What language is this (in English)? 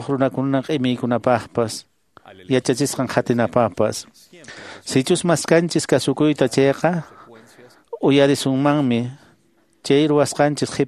Quechua